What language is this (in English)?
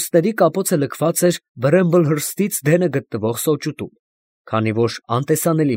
Armenian